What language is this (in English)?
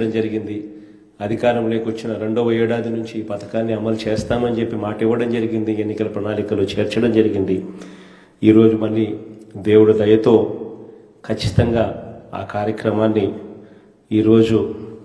Telugu